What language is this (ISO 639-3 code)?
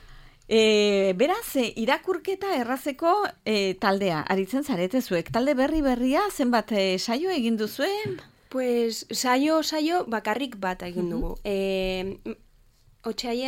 eus